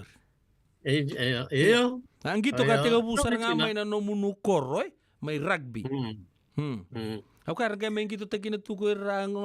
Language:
Fijian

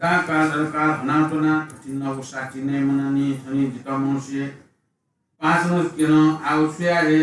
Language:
Newari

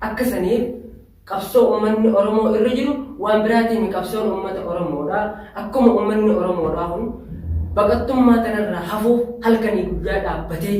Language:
Oromo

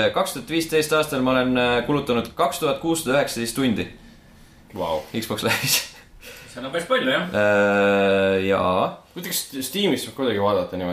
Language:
Estonian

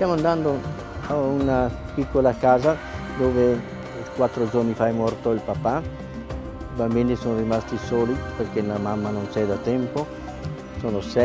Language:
Italian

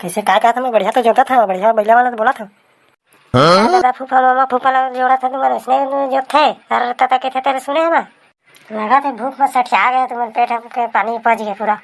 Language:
Chhattisgarhi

